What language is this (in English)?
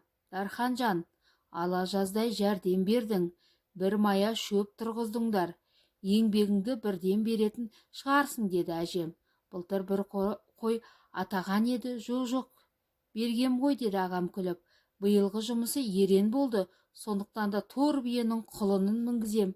Kazakh